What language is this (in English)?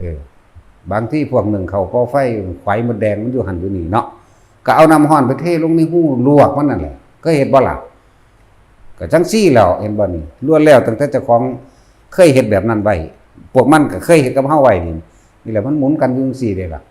Northeastern Thai